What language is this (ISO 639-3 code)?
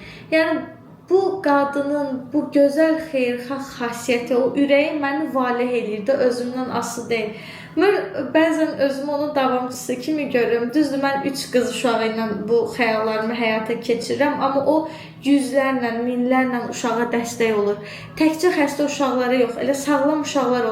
aze